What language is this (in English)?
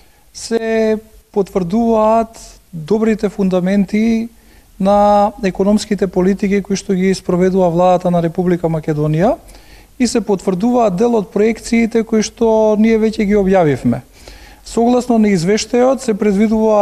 Macedonian